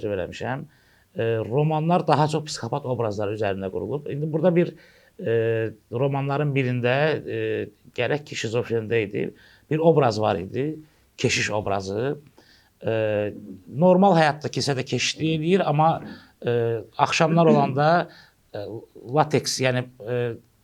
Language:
Azerbaijani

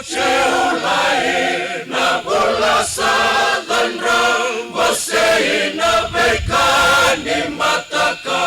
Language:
Fijian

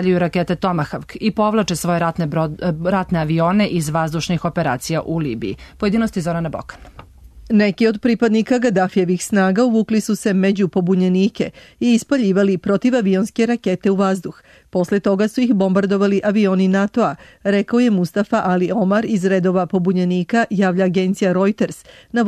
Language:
Serbian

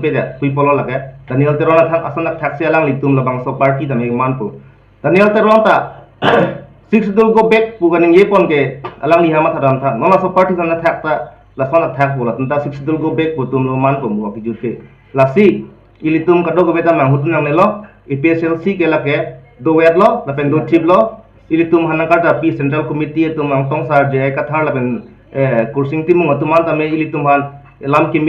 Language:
Karbi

